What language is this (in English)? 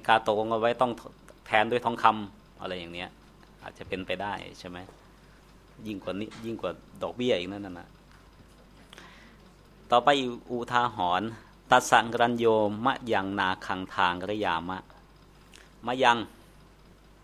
Thai